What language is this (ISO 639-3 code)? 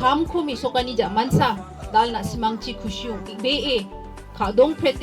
grt